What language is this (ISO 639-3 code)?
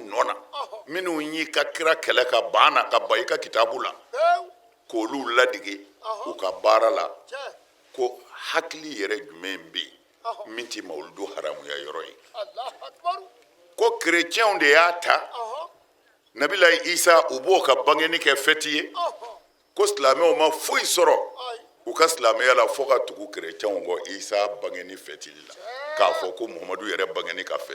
bam